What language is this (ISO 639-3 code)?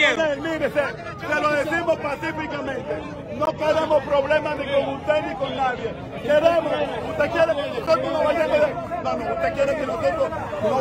spa